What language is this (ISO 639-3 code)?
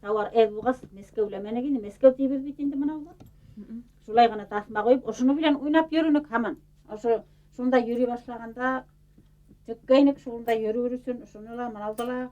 bak